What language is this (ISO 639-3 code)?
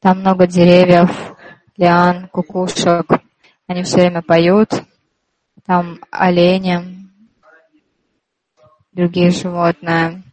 rus